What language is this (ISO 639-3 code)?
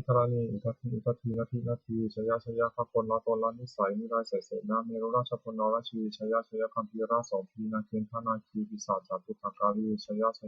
pli